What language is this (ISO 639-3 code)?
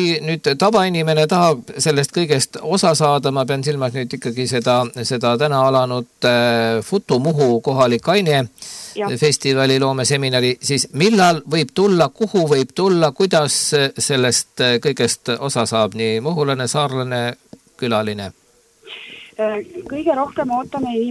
est